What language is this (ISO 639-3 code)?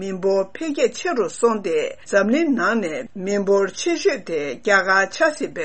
bod